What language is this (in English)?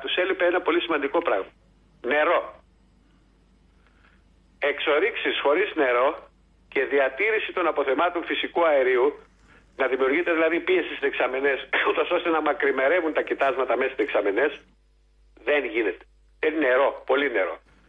Greek